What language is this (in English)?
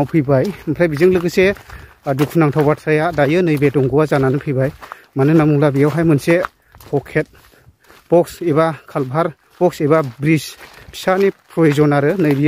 Bodo